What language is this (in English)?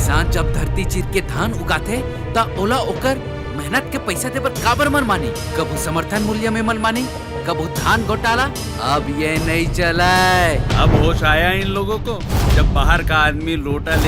Chhattisgarhi